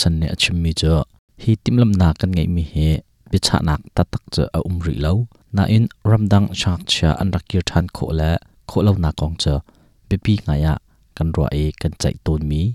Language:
Hakha Chin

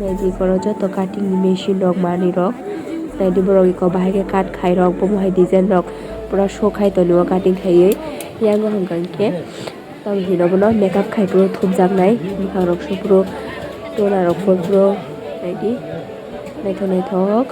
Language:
Kok Borok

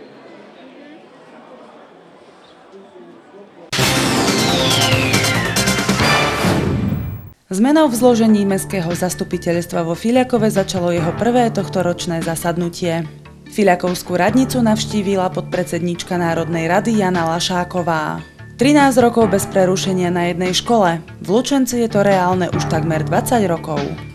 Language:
Slovak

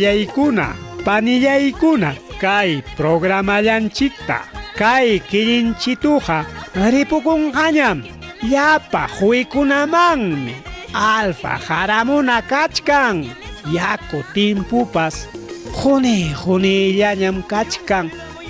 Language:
Ayacucho Quechua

